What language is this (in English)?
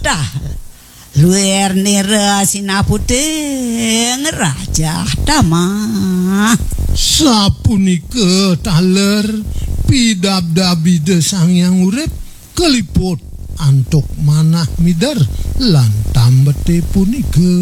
Balinese